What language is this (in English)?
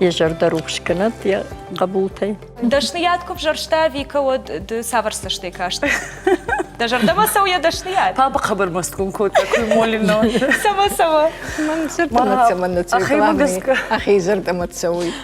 Ossetic